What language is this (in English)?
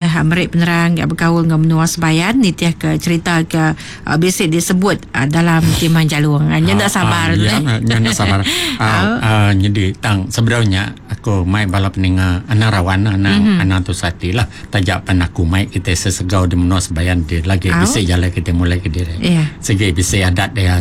Iban